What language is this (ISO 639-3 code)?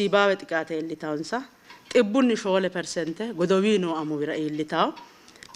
sid